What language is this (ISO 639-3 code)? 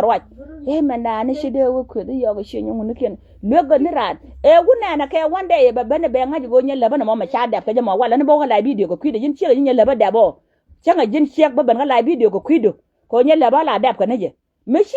nus